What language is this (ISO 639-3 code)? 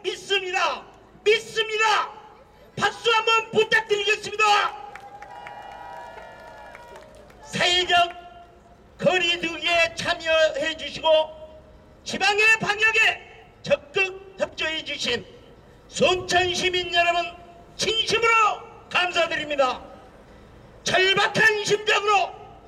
kor